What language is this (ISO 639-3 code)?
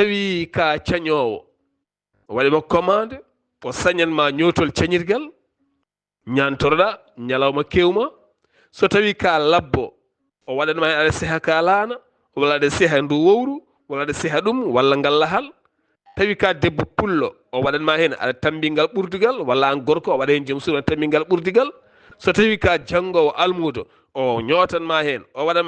ful